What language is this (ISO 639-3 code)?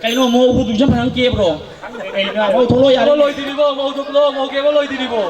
mni